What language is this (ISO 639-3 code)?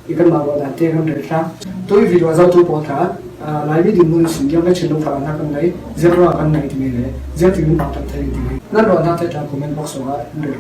cfm